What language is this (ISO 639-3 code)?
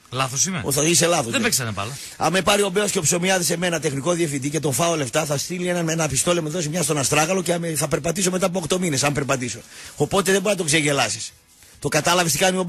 ell